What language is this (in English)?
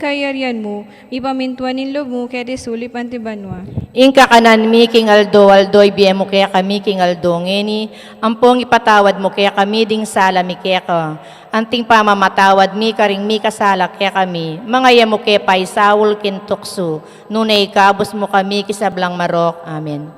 Pampanga